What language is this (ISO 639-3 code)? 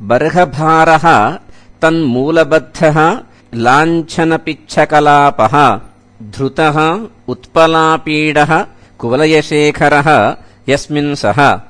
san